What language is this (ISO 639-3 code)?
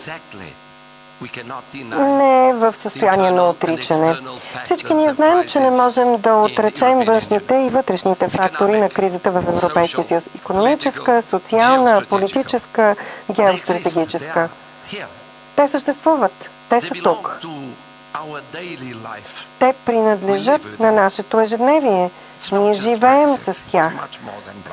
bul